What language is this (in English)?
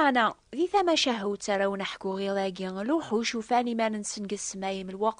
Kabyle